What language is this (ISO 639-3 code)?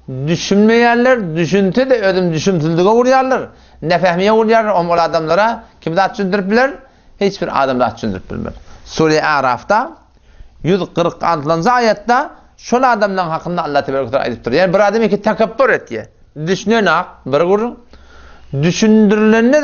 tuk